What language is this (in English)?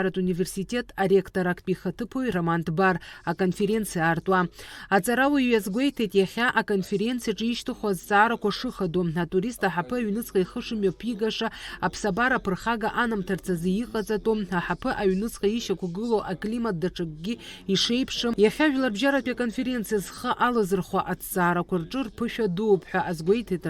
Abkhazian